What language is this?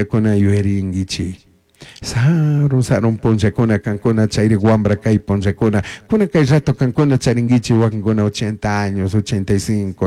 Chimborazo Highland Quichua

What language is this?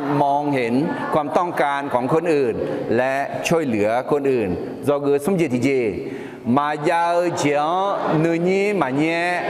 Akha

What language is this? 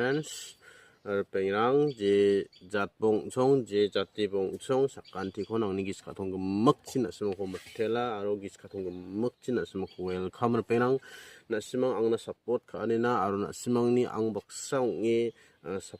Garo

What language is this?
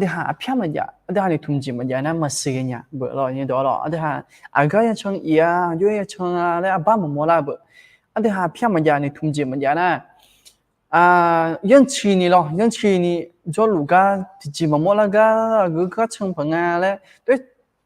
Akha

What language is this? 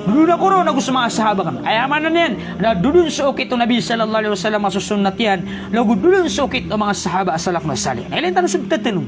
Maranao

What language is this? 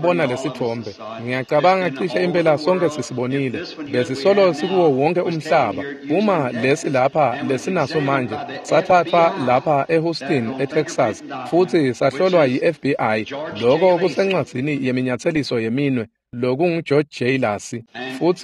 Swati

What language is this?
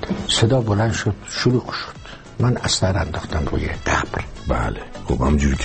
Persian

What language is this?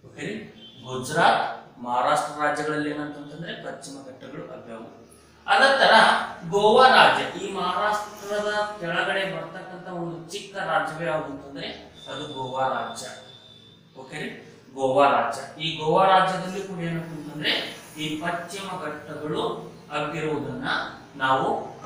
Kannada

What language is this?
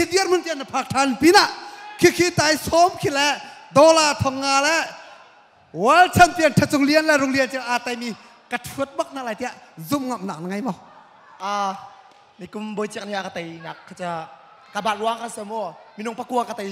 Hakha Chin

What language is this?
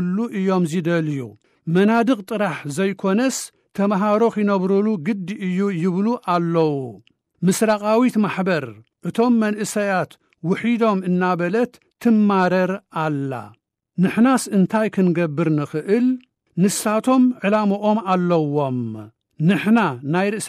Tigrinya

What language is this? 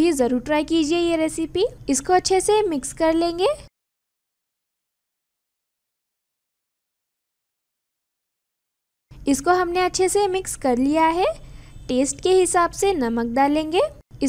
Hindi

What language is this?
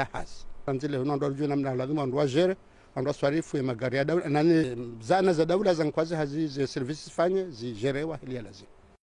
Ngazidja Comorian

